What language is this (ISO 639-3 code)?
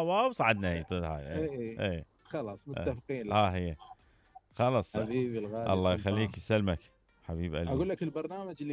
acm